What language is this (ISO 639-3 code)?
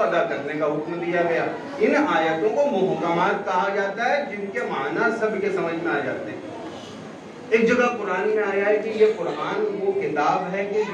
urd